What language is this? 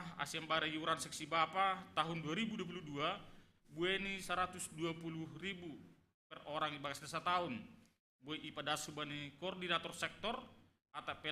Batak Simalungun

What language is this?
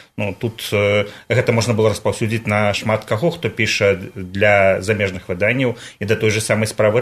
Belarusian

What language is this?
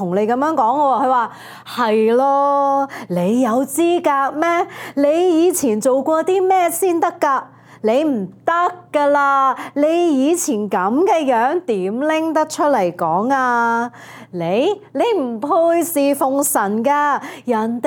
Cantonese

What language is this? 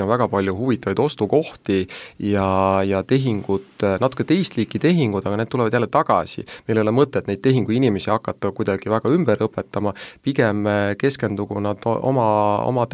Estonian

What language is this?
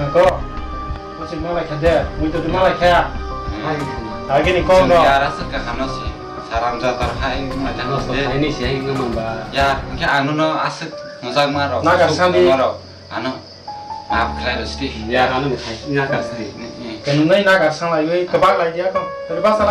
Kok Borok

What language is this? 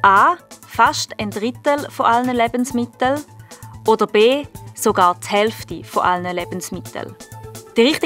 Swiss German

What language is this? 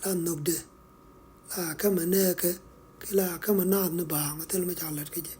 Nuer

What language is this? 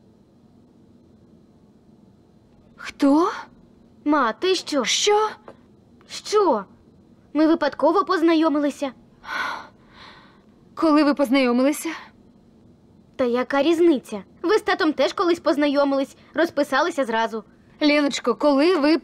Ukrainian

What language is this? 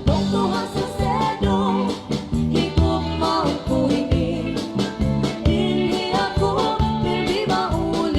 Waray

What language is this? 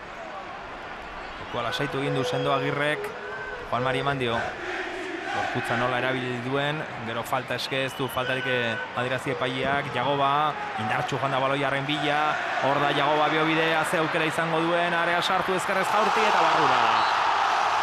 Basque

